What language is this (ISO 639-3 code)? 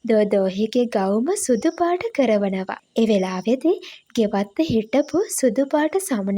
sin